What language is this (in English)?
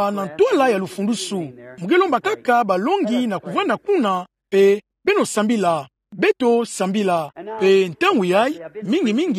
Kituba (Democratic Republic of Congo)